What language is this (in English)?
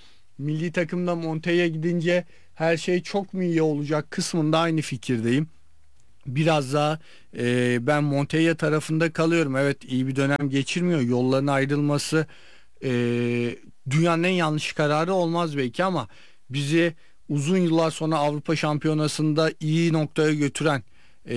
Turkish